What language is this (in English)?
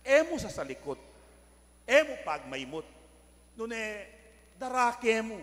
Pampanga